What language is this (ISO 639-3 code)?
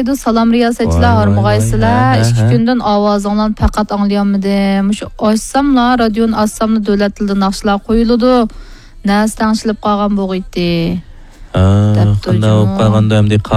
uig